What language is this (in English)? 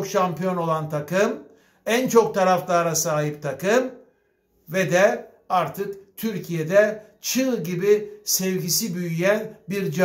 Turkish